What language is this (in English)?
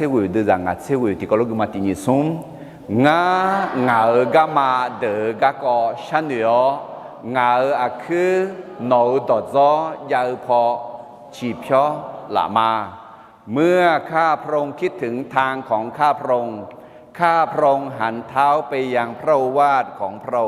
Akha